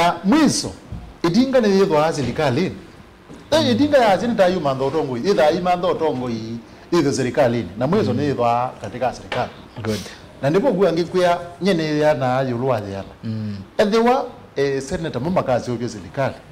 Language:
Kamba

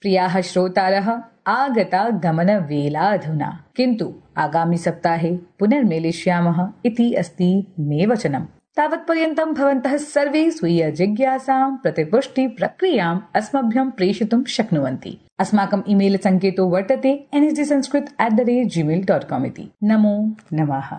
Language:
Sanskrit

